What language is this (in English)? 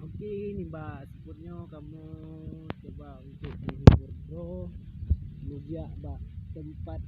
Achinese